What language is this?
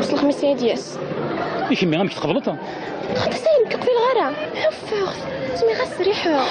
Kabyle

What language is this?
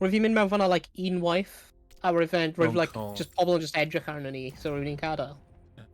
Welsh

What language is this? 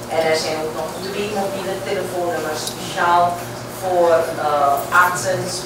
Dutch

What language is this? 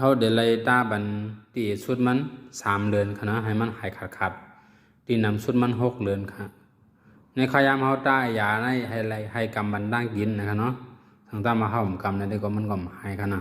Shan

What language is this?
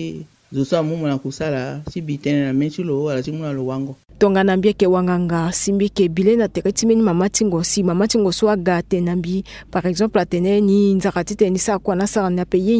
Sango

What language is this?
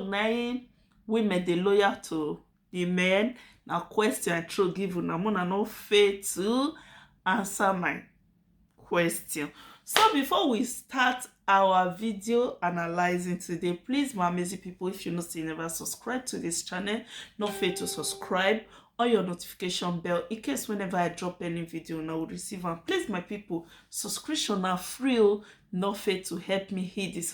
Nigerian Pidgin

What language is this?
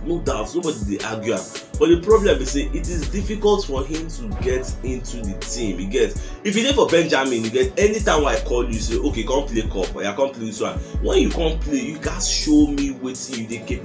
Nigerian Pidgin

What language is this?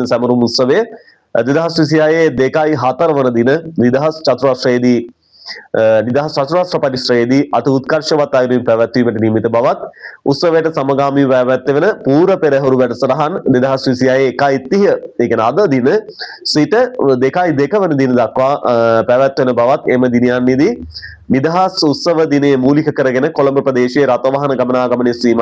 Sinhala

